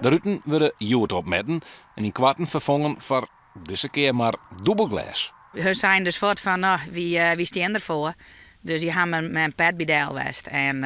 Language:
Western Frisian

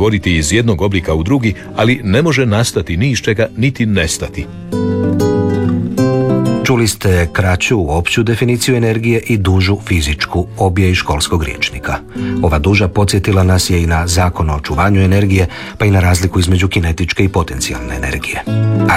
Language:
Croatian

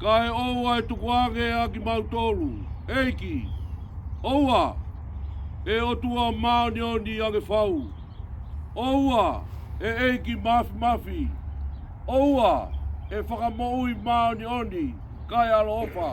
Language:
Tongan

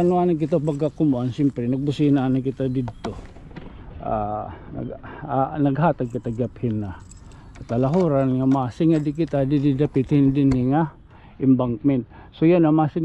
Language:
Waray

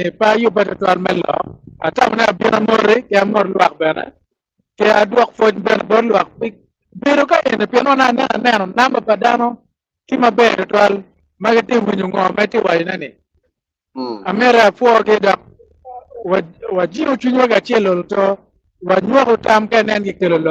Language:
Acoli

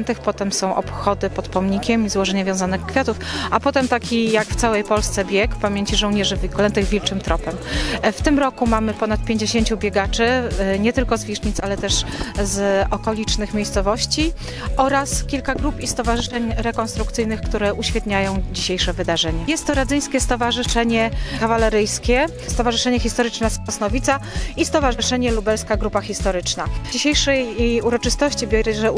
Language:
Polish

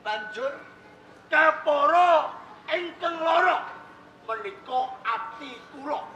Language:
Javanese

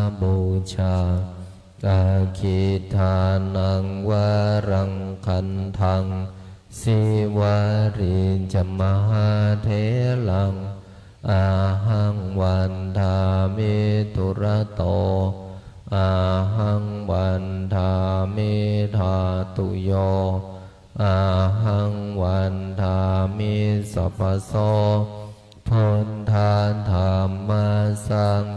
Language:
Pali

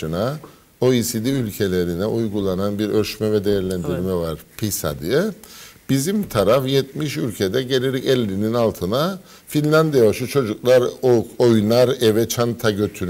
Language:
Turkish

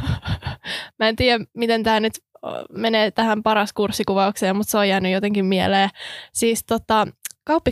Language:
Finnish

